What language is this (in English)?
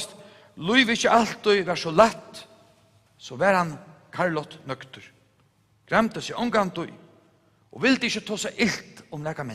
Faroese